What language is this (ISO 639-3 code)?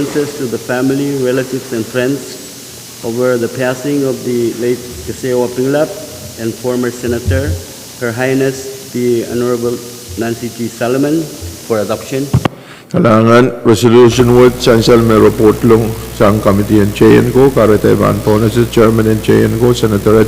pon